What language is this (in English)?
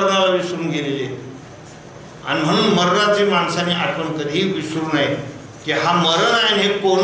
Marathi